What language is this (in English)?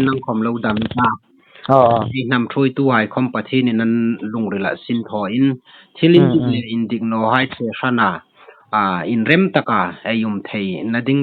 Hmar